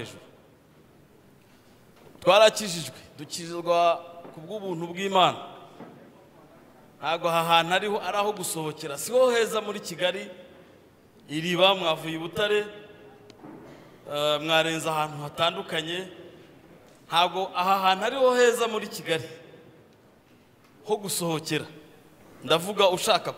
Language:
Kinyarwanda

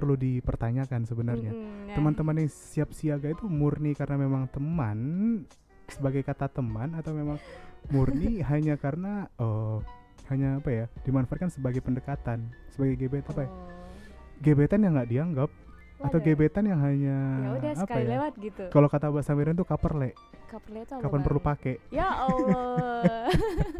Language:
Indonesian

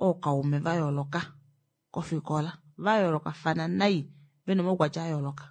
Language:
Kuanyama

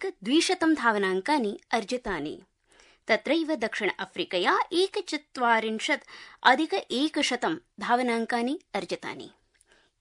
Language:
Sanskrit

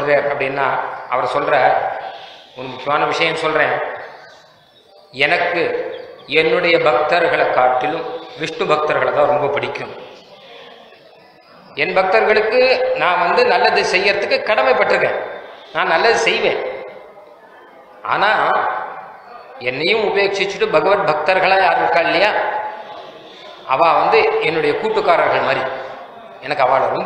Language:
Tamil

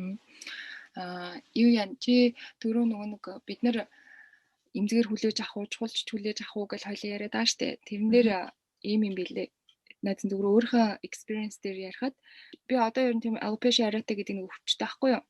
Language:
Mongolian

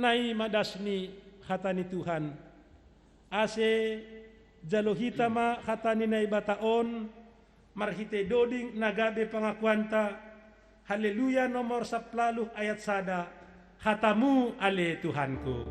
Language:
Batak Simalungun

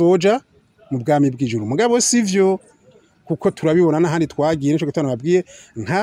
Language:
Rundi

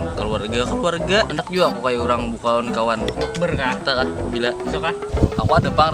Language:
Banjar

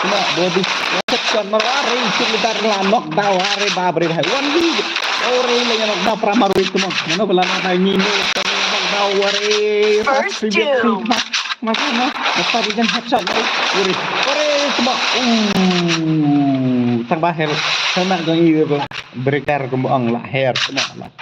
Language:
Khasi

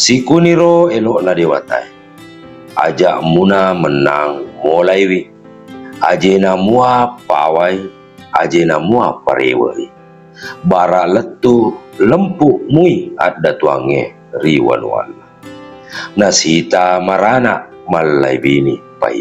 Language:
Buginese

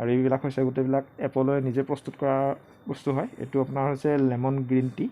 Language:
Assamese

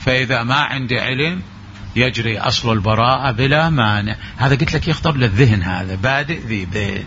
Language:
Mesopotamian Arabic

